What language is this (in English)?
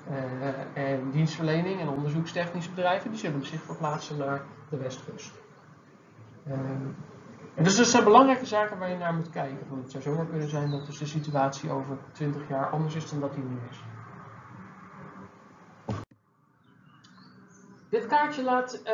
Dutch